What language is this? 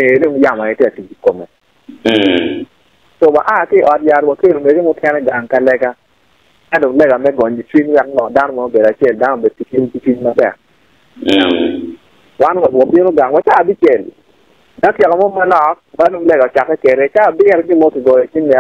Acoli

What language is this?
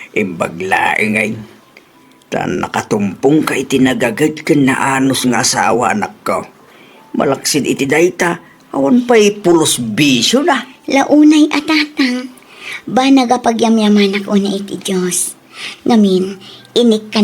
Iloko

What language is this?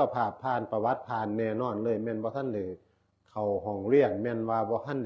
Northeastern Thai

